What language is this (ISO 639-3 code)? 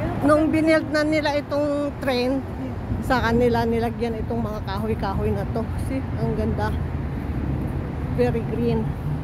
fil